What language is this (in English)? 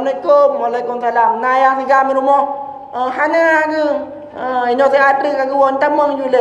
Achinese